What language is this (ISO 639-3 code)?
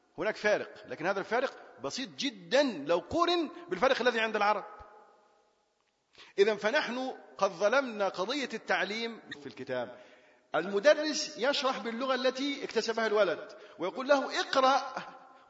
ara